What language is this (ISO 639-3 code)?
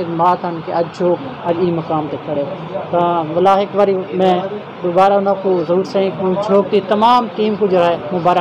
skr